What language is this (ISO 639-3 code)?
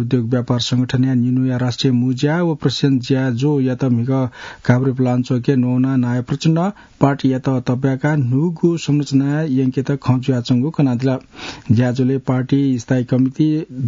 new